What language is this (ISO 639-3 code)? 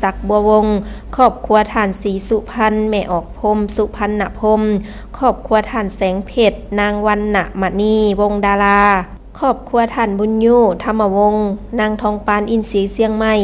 lao